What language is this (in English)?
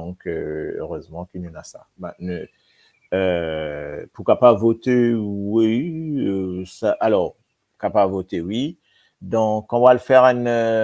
Morisyen